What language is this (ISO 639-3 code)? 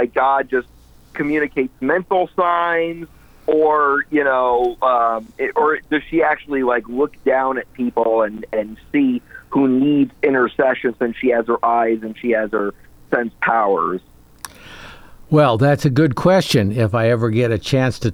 eng